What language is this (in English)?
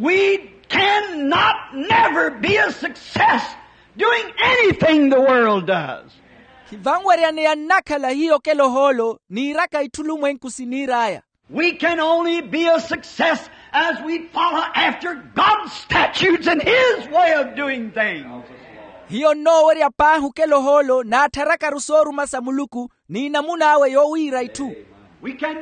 Makhuwa